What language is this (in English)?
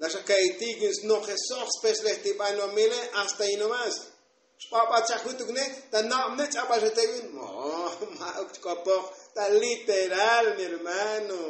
Tzotzil